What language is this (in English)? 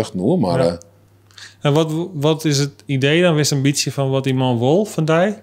Western Frisian